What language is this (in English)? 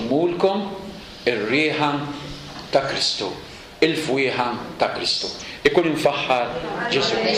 Maltese